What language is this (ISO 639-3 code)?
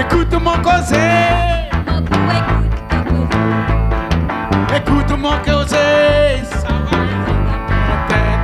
rcf